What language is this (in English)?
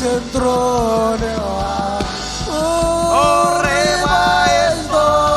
Marshallese